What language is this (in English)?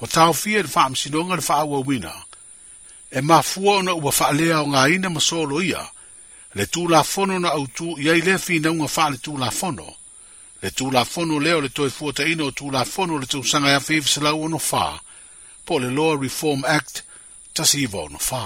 Samoan